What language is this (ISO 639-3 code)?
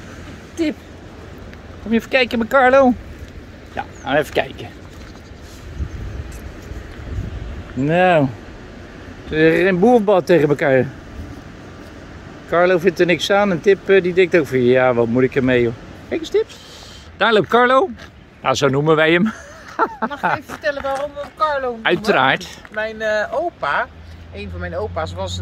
nld